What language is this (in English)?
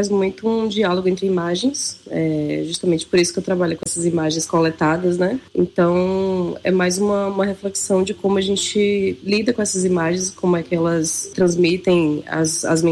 Portuguese